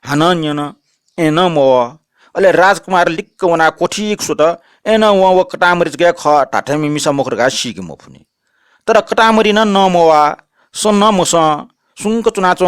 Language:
Newari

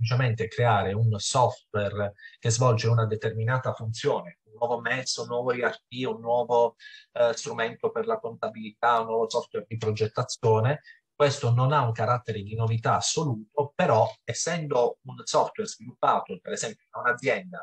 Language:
Italian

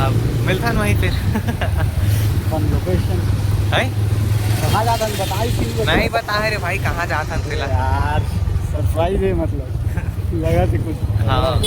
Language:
Chhattisgarhi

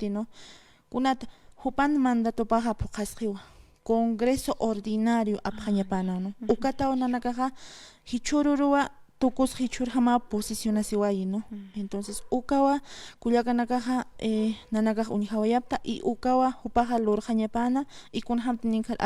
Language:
Aymara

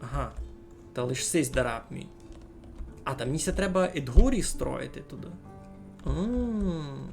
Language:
Rusyn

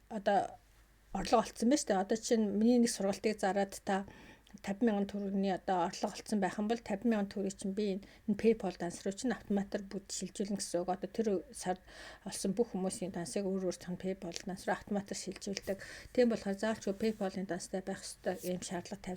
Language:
Mongolian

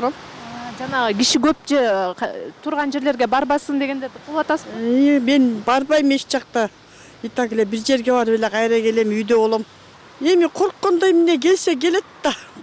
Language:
Kyrgyz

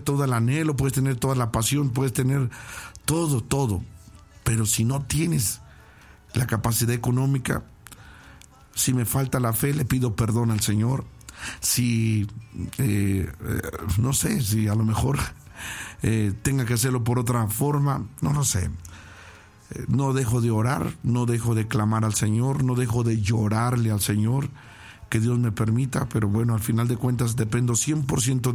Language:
Spanish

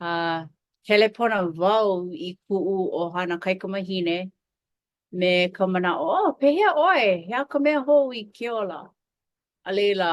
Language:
Hawaiian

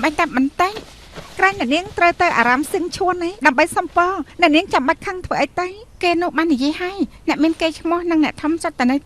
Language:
Khmer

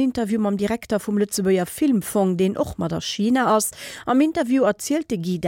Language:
Luxembourgish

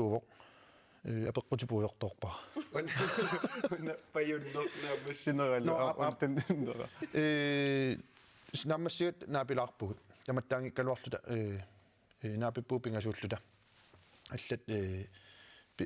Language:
Kalaallisut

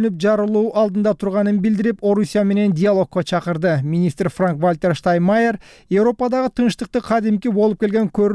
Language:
Kyrgyz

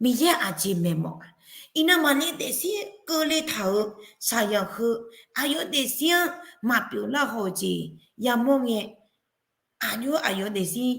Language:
Akha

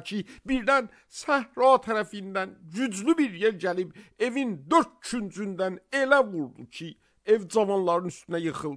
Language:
Azerbaijani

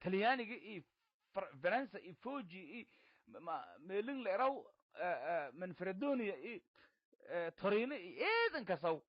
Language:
Somali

